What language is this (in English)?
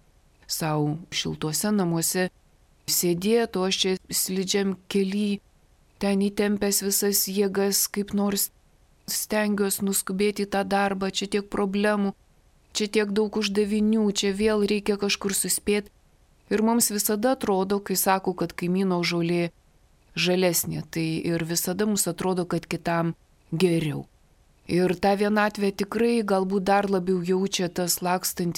Lithuanian